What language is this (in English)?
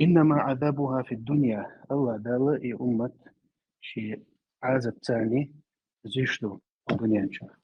Chechen